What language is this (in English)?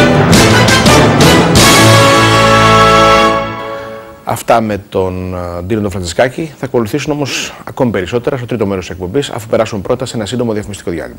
Greek